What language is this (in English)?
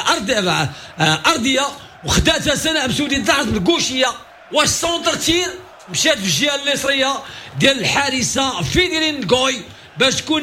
Moroccan Arabic